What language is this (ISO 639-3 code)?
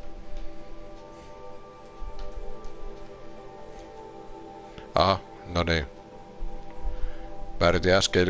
fin